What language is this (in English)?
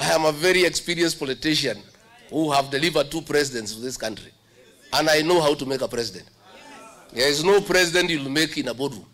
Kamba